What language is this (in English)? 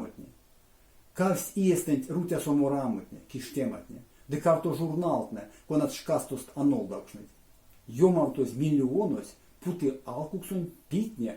Erzya